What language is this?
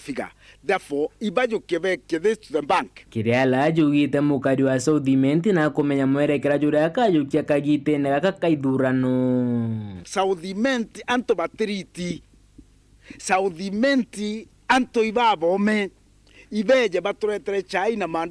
Meru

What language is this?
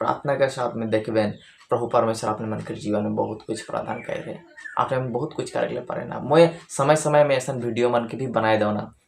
Sadri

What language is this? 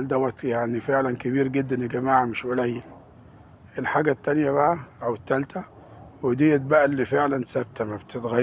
Egyptian Arabic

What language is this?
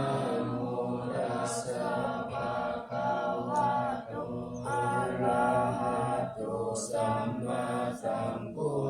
Pali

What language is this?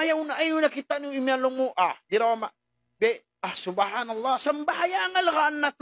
Tausug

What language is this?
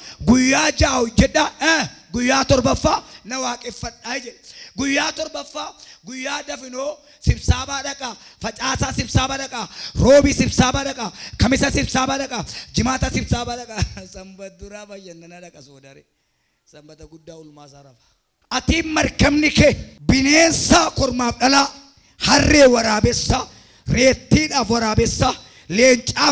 Oromo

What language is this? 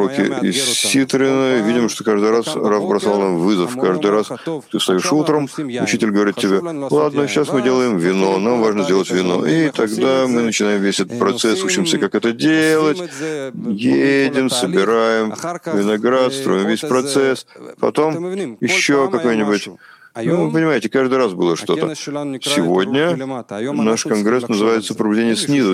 Russian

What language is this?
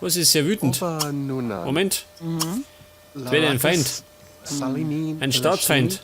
Bavarian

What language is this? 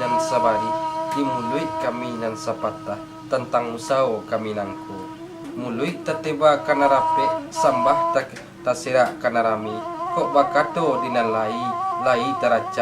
Minangkabau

